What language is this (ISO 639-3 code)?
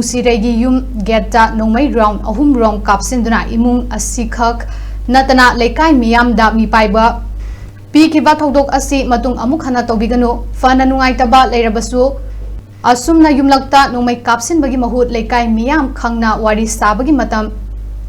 mni